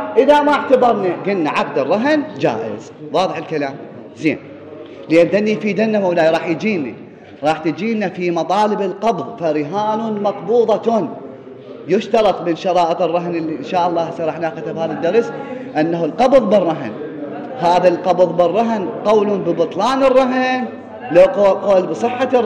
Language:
Mesopotamian Arabic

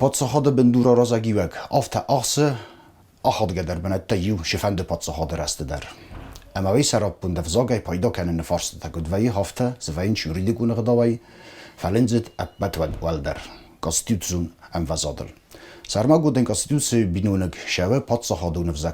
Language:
Ossetic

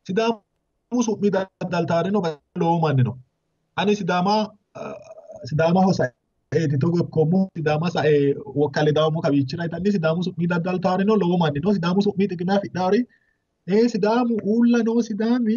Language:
Sidamo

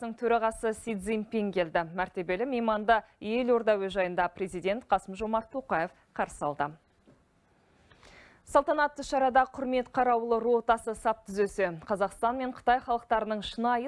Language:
Kazakh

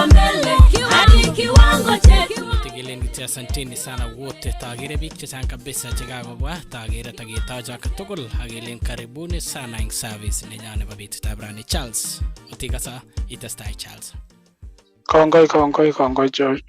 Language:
Kalenjin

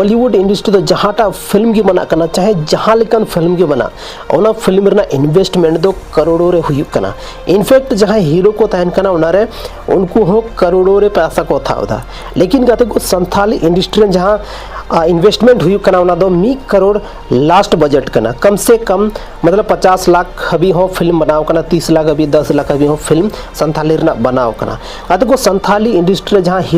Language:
Santali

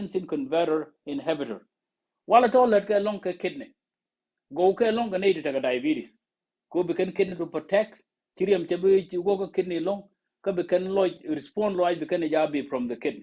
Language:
Nuer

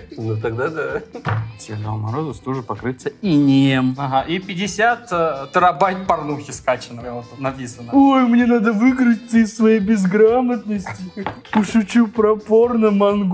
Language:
Russian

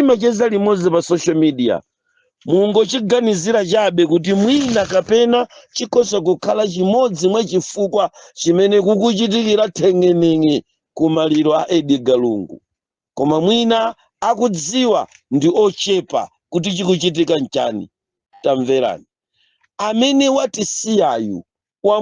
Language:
Nyanja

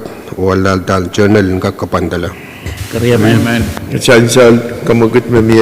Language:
Pohnpeian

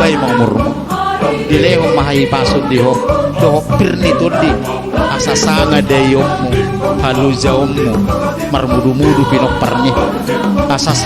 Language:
Batak Toba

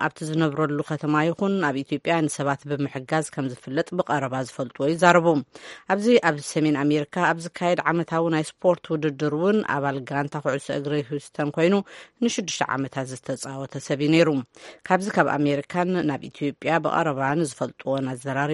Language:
Tigrinya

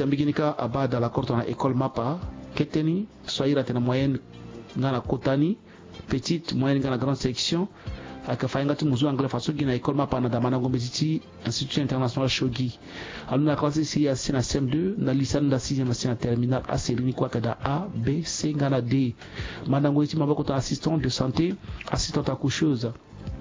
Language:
Sango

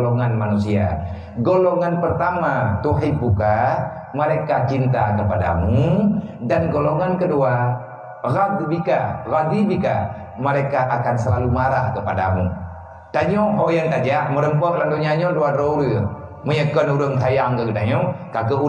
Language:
Achinese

